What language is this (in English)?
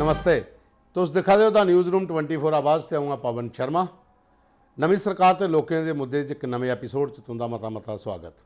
Dogri